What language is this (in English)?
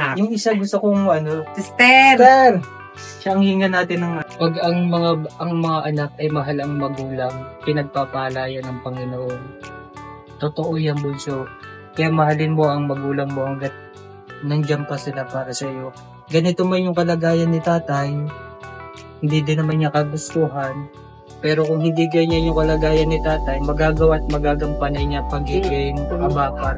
Filipino